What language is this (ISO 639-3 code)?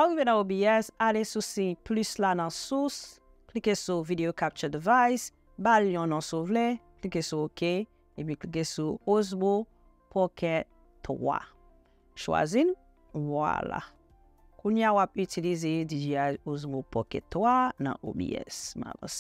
hat